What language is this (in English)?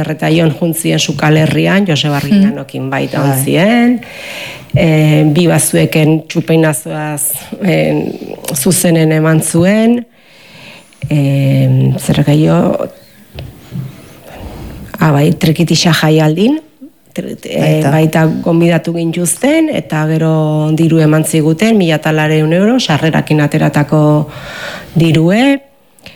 Basque